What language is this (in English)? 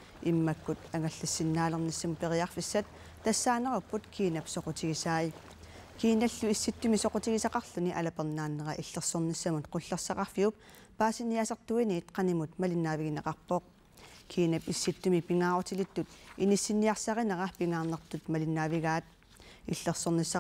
Kalaallisut